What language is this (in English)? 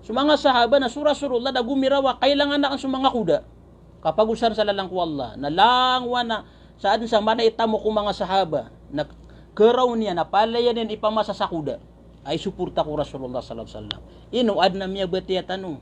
Maranao